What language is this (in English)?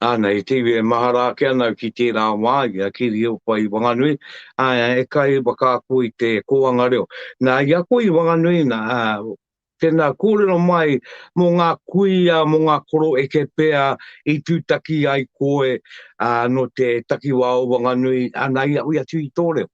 Māori